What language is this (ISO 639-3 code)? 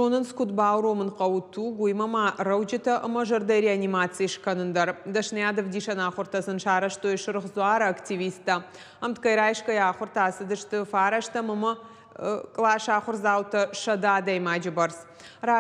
oss